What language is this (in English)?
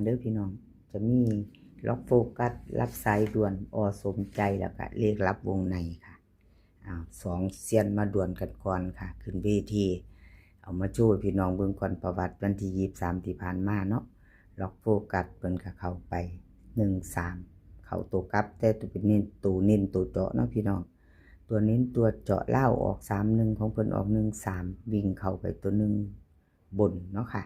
Northeastern Thai